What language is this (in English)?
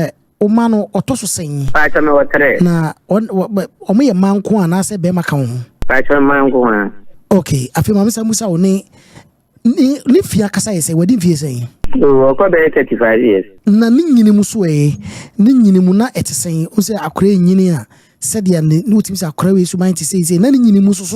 Akan